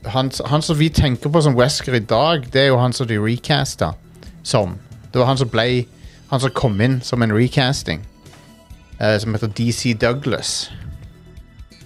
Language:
Norwegian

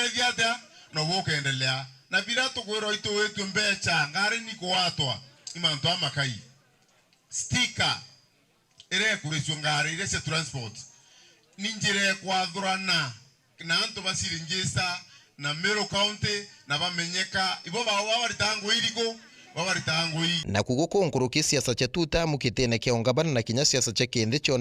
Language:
Meru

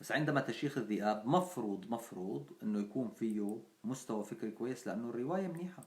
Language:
North Levantine Arabic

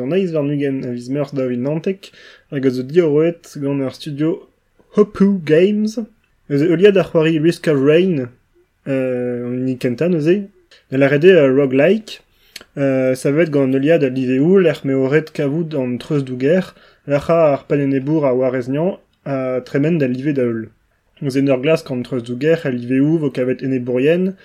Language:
Breton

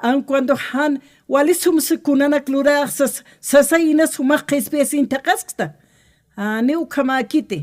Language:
Aymara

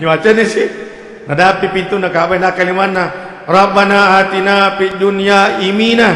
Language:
Buginese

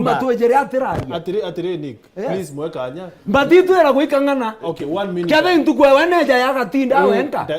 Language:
Meru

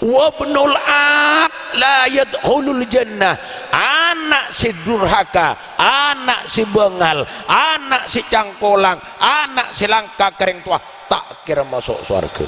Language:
Madurese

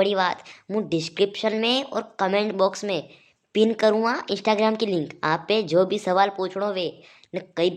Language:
Rajasthani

